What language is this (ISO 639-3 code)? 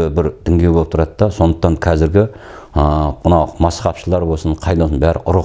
kaz